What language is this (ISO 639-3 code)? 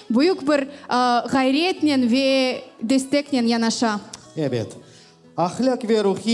crh